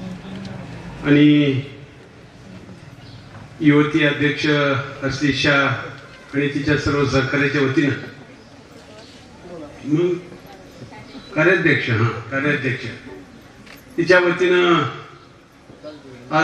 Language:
Marathi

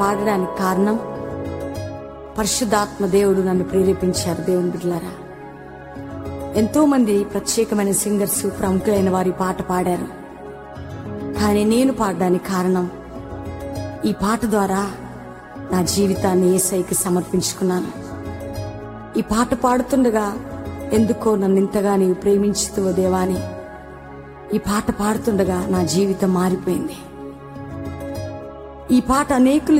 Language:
Telugu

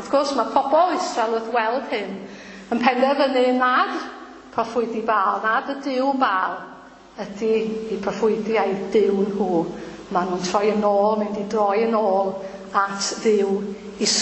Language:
Welsh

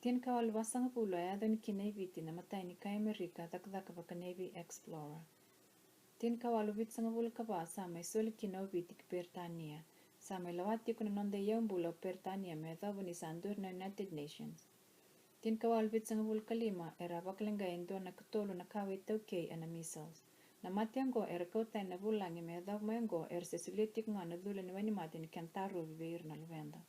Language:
Fijian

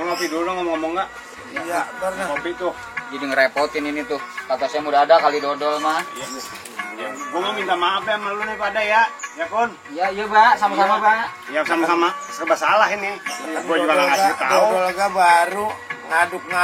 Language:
Betawi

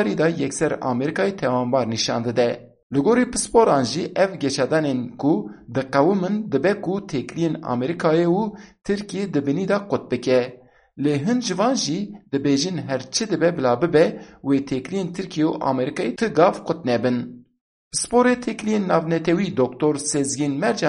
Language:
Kurdish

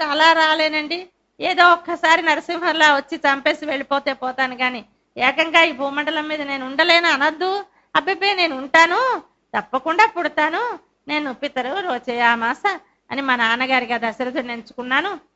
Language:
Telugu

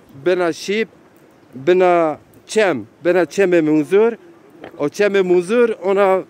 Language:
Zaza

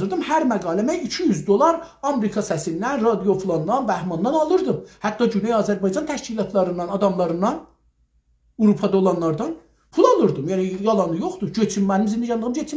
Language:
South Azerbaijani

